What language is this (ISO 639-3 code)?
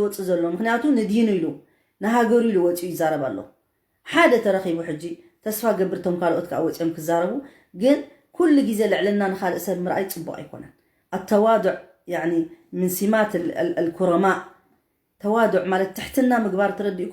tir